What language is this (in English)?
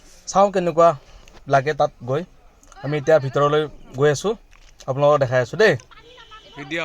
Assamese